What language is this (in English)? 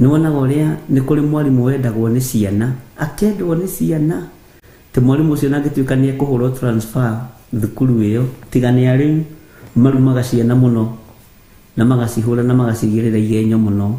Kikuyu